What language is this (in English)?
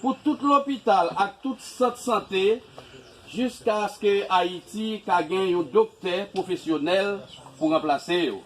Haitian Creole